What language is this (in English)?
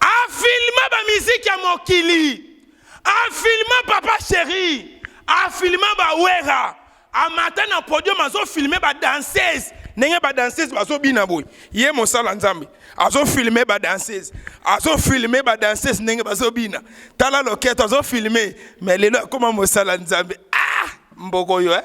Lingala